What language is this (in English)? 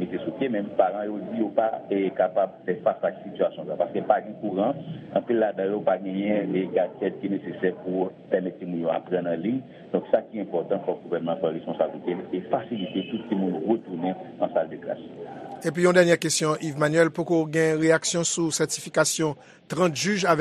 Haitian Creole